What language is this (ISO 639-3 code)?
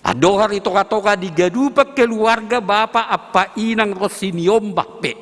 bts